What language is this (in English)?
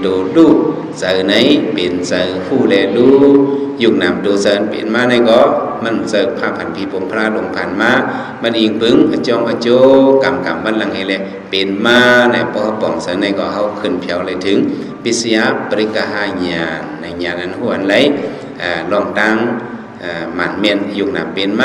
Shan